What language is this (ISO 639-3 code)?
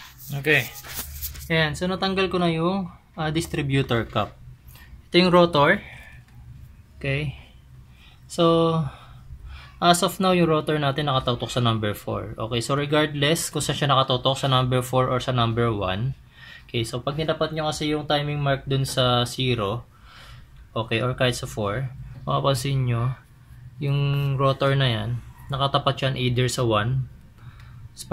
fil